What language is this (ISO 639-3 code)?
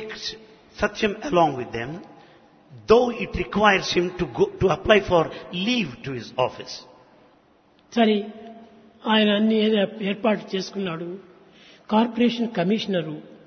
tel